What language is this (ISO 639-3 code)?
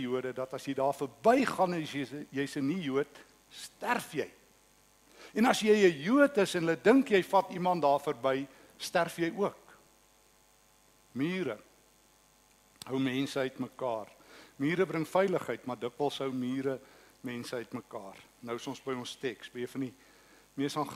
afr